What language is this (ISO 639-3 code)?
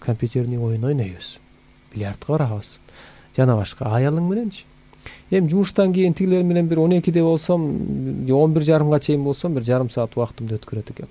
kir